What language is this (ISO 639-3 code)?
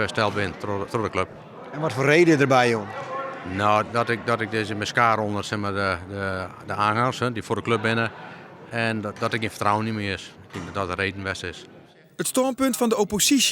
fry